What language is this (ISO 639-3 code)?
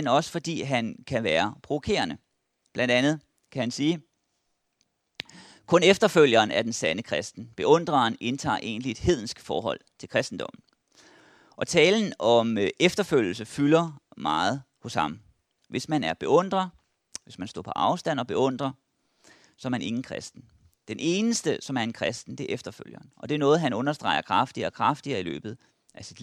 dan